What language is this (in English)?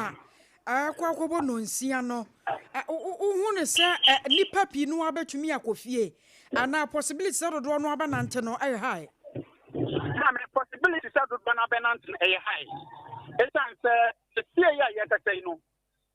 Akan